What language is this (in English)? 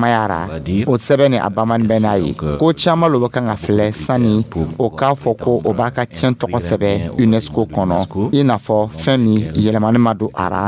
Dyula